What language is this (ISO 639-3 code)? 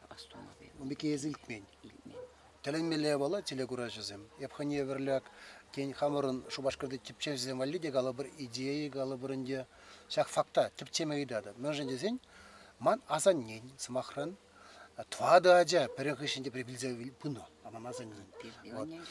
chv